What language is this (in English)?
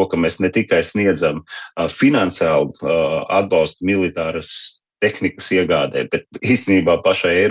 Latvian